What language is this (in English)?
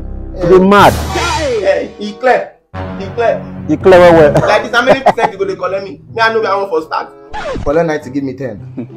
Nigerian Pidgin